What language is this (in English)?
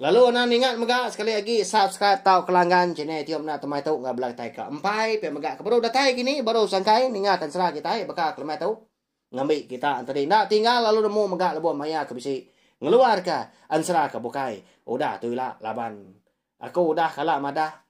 Iban